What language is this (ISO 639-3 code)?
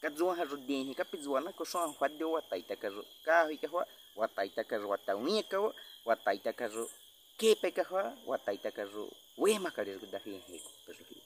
bwi